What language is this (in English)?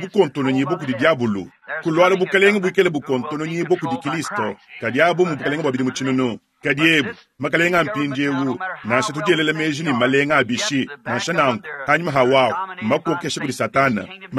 Luba-Lulua